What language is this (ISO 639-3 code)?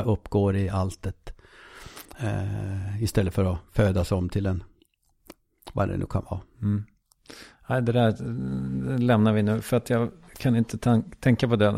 swe